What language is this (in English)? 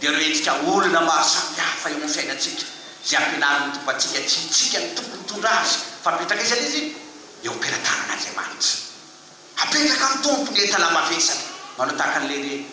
Malagasy